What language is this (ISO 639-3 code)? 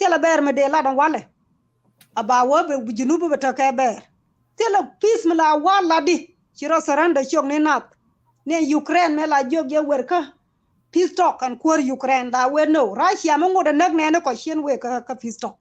nus